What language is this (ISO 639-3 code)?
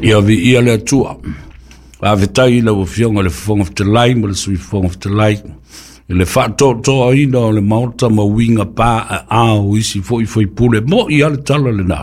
smo